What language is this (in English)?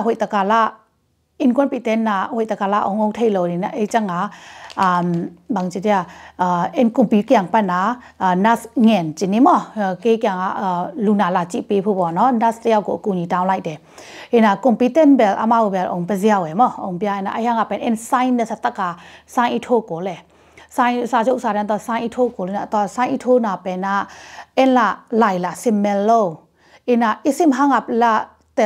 Tedim Chin